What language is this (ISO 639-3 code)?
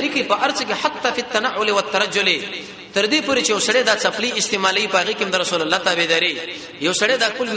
pus